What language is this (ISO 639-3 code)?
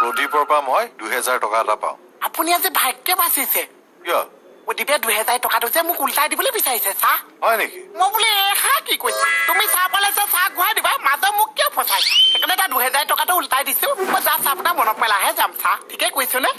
asm